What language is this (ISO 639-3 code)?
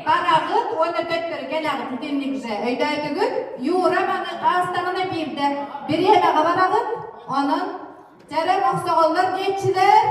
sah